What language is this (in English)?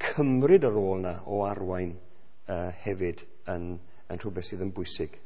Welsh